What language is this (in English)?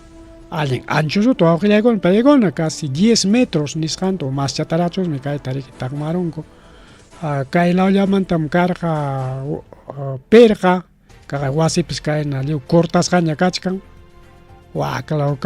Ayacucho Quechua